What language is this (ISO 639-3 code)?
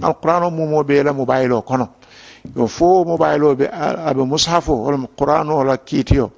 man